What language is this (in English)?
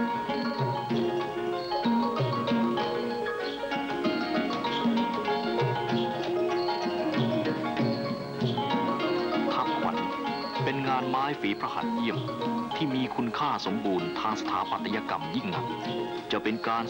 Thai